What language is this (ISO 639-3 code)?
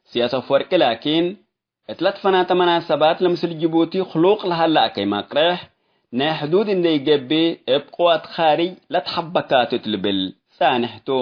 tig